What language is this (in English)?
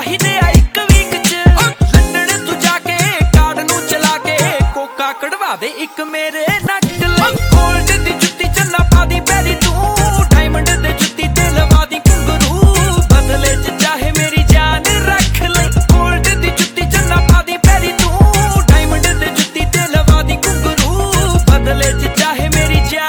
Punjabi